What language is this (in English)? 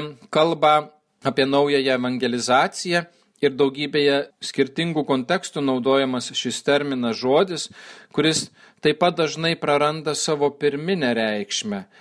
Lithuanian